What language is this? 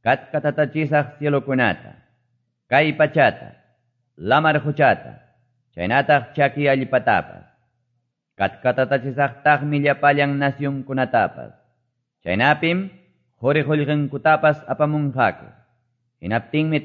Quechua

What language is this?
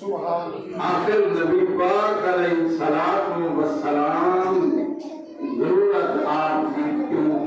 Saraiki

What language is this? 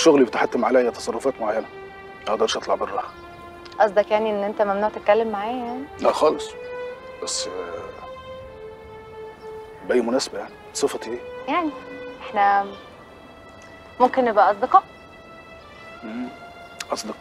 Egyptian Arabic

